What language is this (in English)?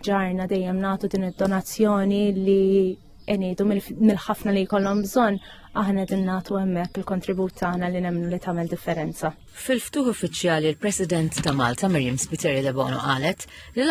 Maltese